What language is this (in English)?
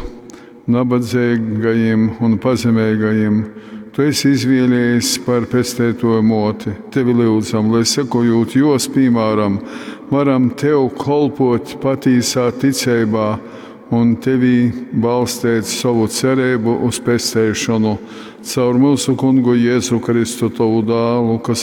Latgalian